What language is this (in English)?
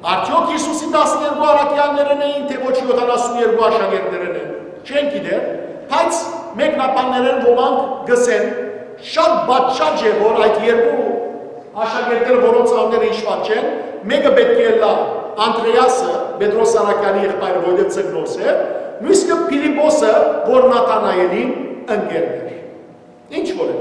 Western Armenian